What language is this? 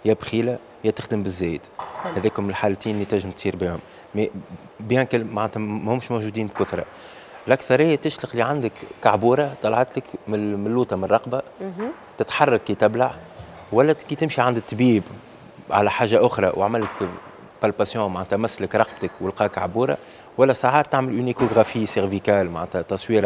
Tunisian Arabic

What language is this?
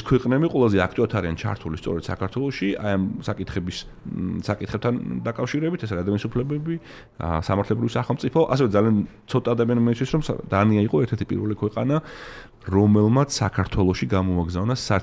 Georgian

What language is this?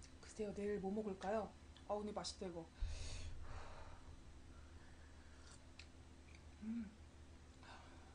Korean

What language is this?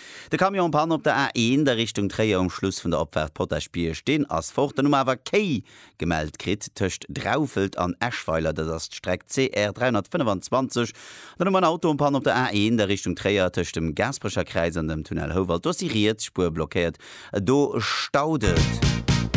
Luxembourgish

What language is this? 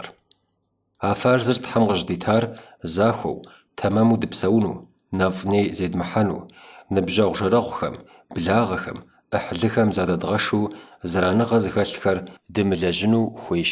Kabardian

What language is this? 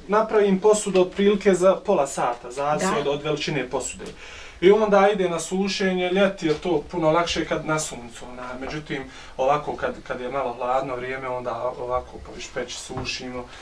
Bosnian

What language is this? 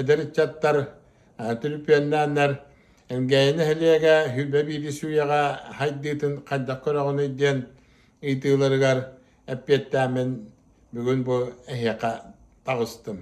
Yakut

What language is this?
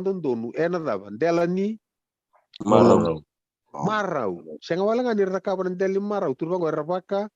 Fijian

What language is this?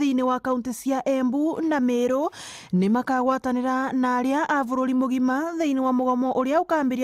Meru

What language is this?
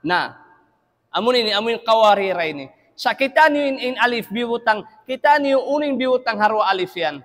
Tausug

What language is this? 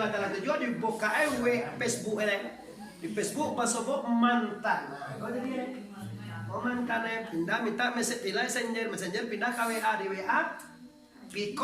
Minangkabau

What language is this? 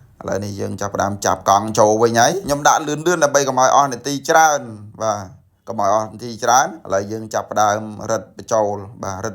Khmer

